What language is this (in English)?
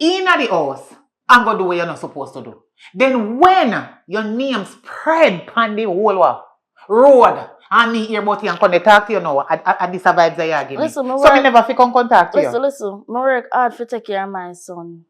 Jamaican Creole English